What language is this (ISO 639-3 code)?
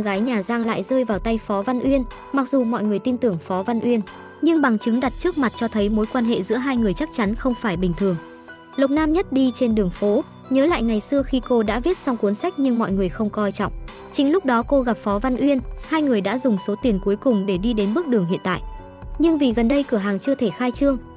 vie